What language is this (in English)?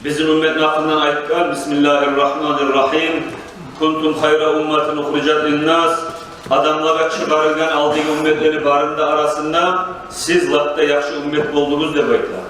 Kumyk